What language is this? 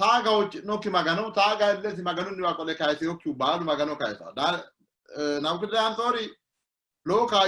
Sidamo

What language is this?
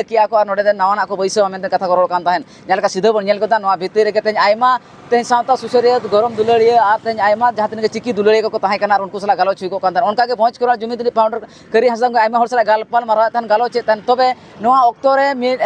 Santali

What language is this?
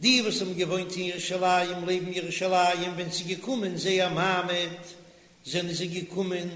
Yiddish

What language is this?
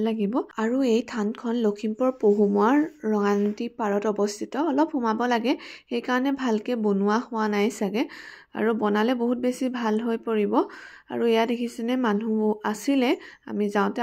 Assamese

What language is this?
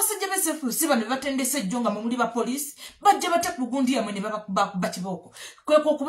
Ganda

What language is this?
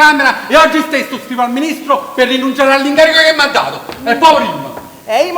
Neapolitan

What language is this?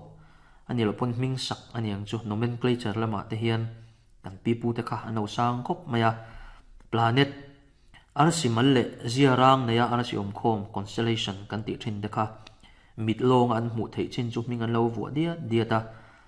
Mizo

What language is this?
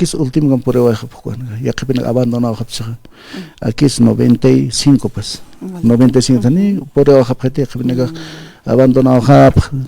Aymara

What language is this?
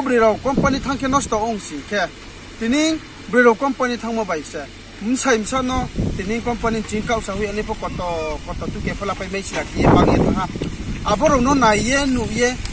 Riang (India)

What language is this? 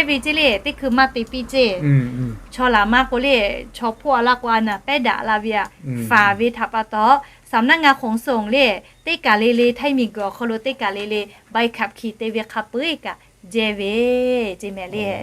Lahu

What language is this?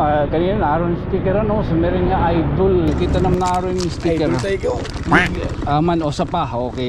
Waray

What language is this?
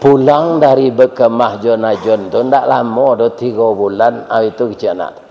Minangkabau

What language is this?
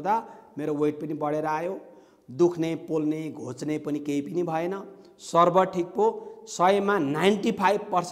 Nepali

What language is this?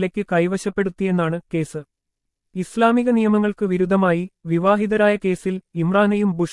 Malayalam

